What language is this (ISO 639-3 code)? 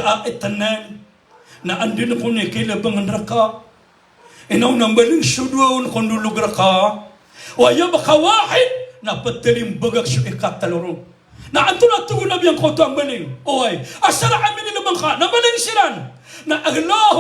mrw